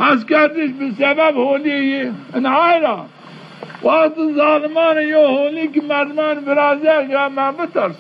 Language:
Zaza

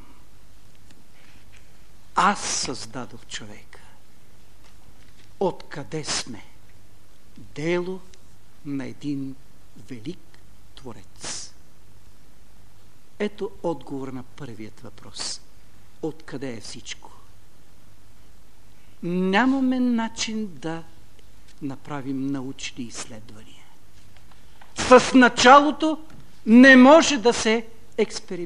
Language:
Bulgarian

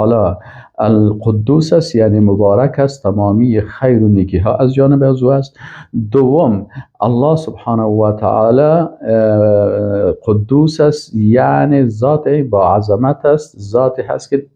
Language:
Persian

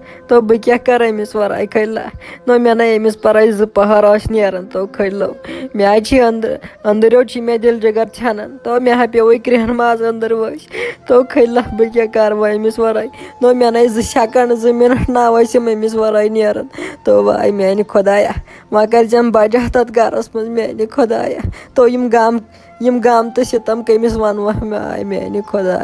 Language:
Kashmiri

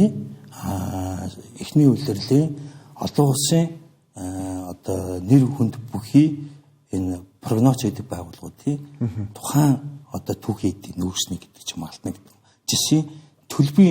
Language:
Mongolian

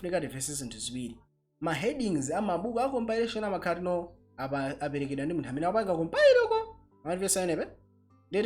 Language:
Nyanja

